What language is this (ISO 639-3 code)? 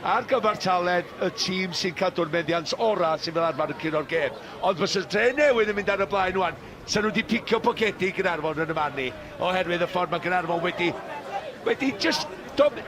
cym